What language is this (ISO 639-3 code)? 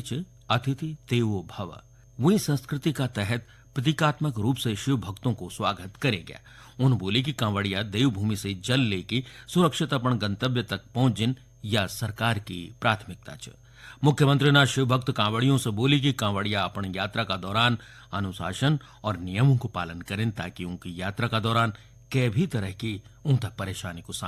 gbm